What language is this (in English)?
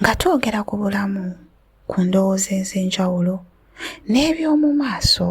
Ganda